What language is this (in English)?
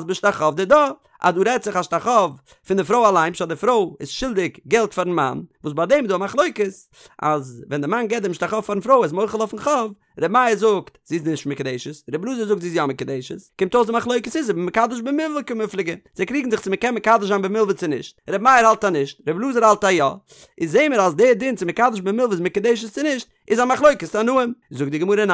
Yiddish